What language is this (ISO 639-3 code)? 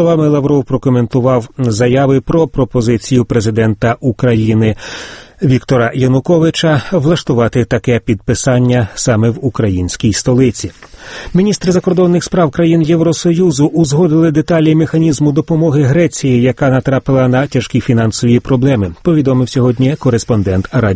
ukr